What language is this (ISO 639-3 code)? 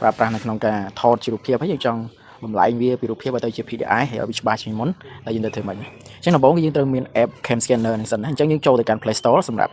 khm